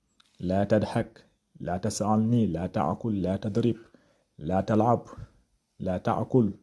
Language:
Wolof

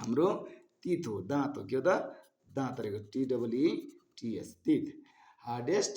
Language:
Nepali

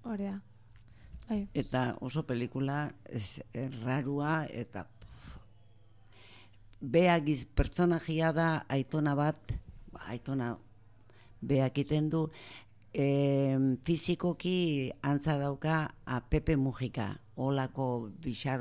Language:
Basque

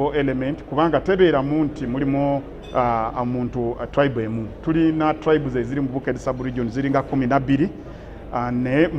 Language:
Ganda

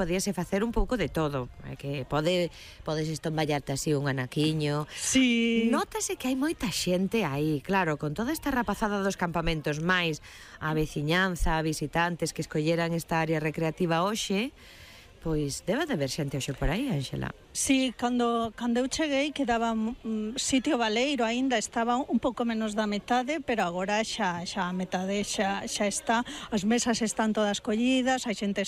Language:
Galician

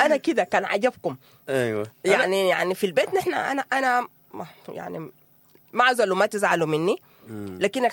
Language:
Sudanese Arabic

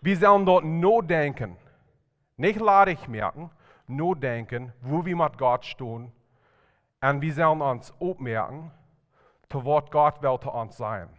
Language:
Plautdietsch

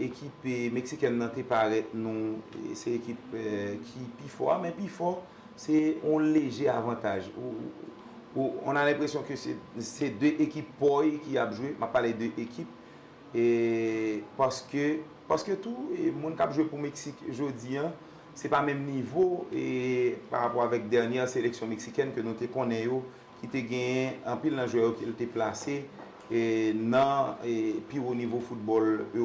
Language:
Haitian Creole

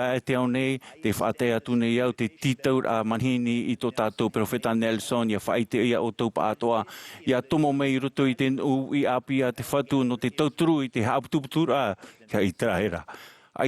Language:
Tahitian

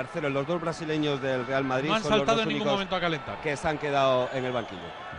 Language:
Spanish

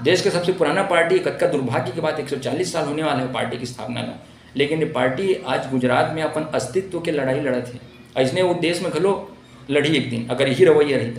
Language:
Chhattisgarhi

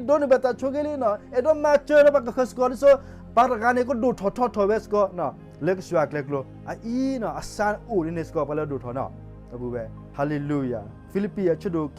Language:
S'gaw Karen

